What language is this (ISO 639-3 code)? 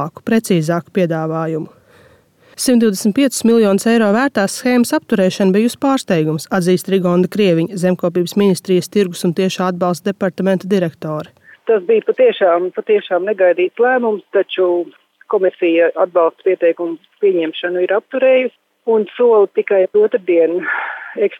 lav